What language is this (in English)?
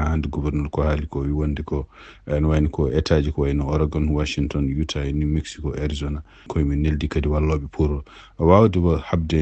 Fula